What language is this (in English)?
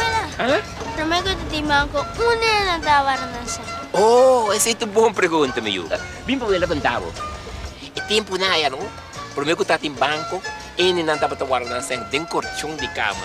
Papiamento